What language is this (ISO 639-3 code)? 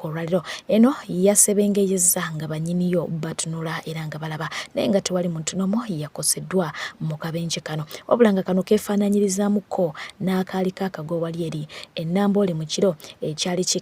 lug